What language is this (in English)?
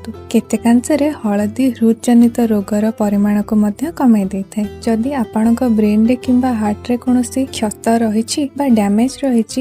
Odia